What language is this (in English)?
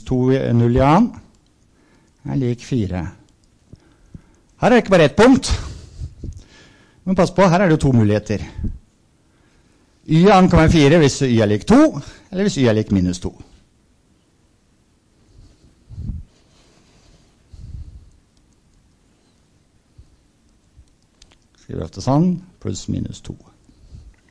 Norwegian